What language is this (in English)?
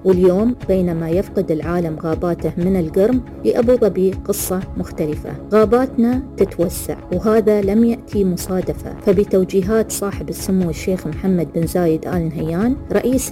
Arabic